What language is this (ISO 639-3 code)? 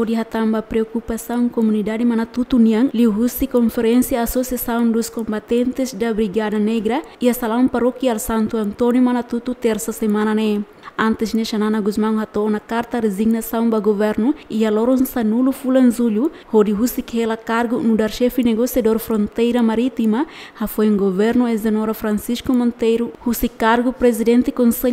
tet